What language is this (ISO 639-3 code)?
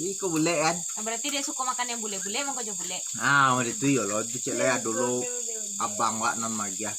min